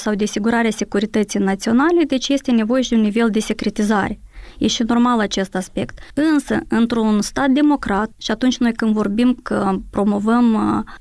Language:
Romanian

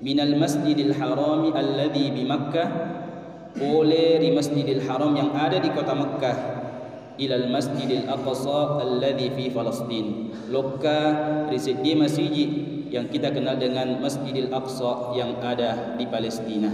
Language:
Buginese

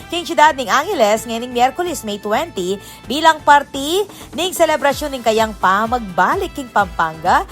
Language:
Pampanga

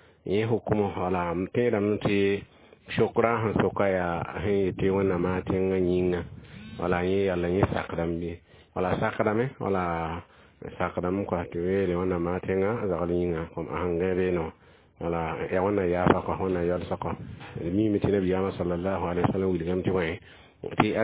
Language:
Mossi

